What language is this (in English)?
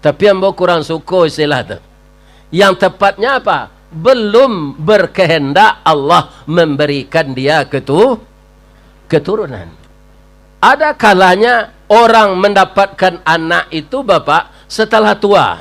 Minangkabau